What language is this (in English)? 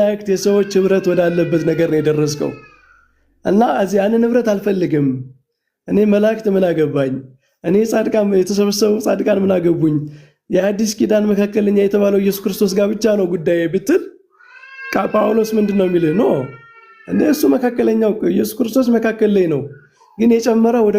Amharic